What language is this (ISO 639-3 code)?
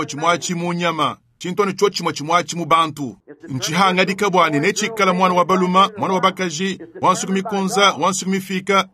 lua